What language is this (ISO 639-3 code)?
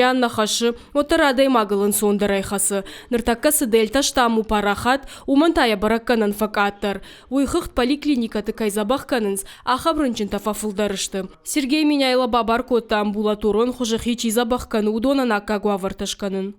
oss